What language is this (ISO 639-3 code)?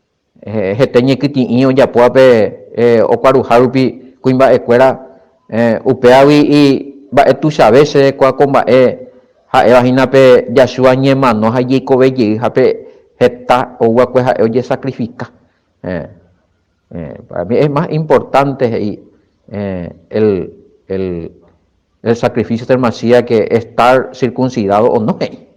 grn